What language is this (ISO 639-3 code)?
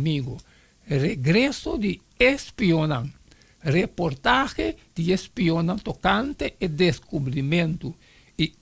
pap